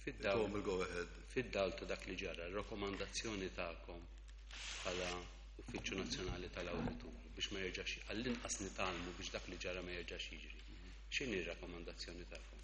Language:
Maltese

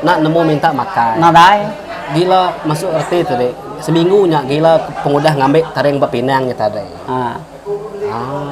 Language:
Iban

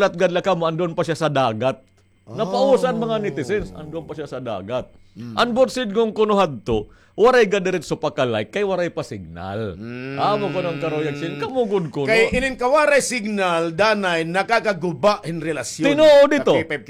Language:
Waray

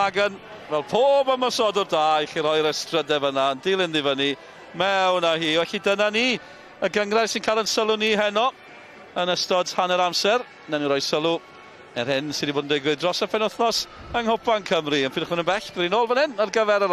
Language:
Welsh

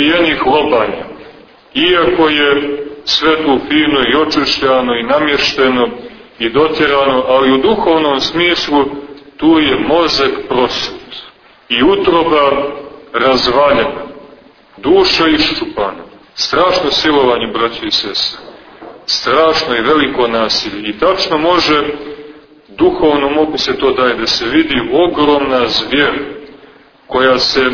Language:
Serbian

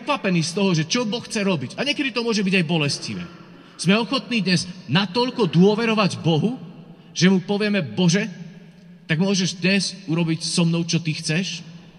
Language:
Slovak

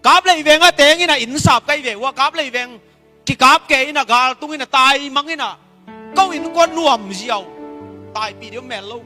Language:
Tedim Chin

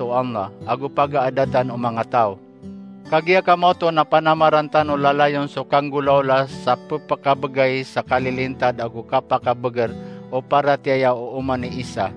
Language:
Maranao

